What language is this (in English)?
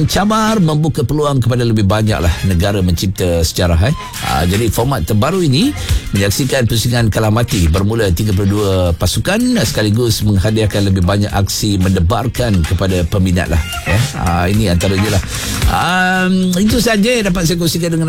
Malay